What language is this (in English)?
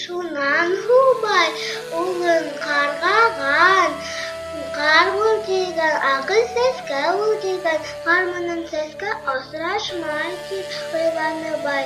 Bashkir